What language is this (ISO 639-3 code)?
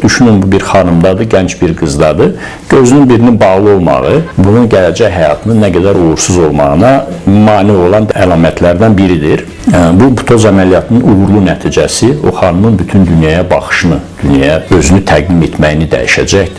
aze